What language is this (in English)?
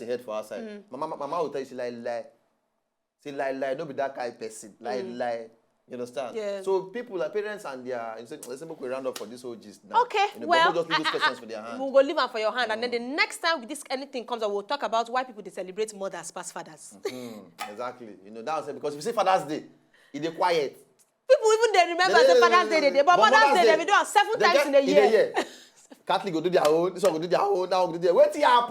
Nigerian Pidgin